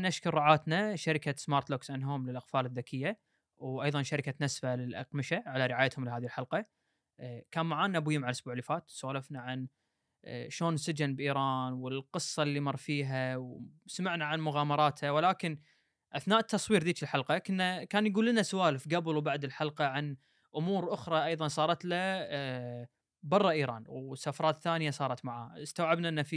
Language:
Gulf Arabic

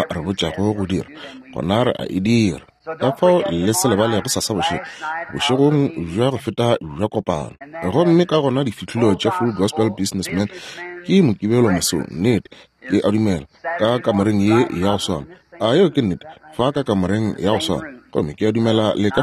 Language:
Northern Sotho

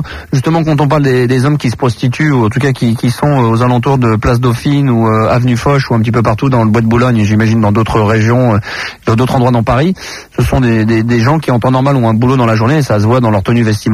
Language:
French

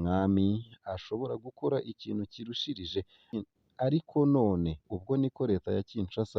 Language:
Rundi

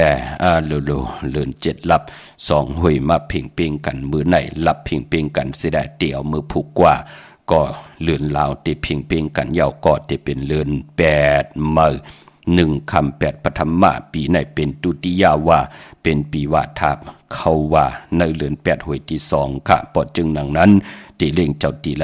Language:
Shan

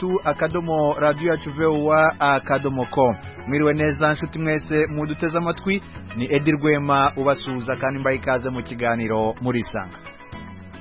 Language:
Kinyarwanda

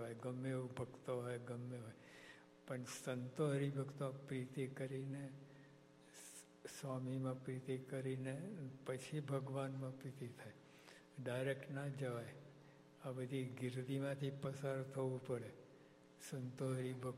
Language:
Gujarati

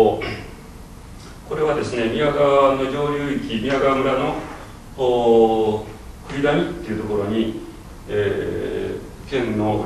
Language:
Japanese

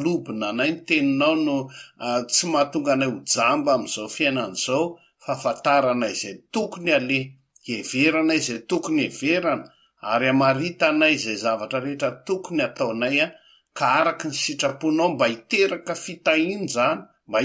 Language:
Malagasy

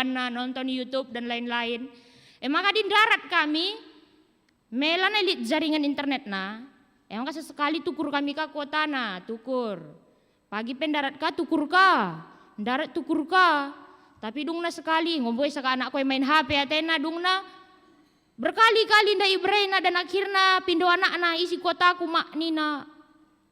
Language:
Batak Karo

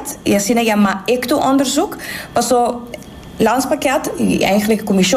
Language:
Papiamento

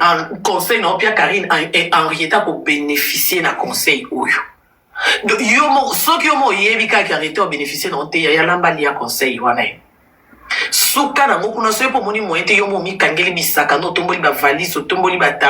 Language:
Lingala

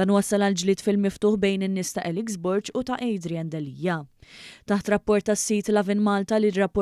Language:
Maltese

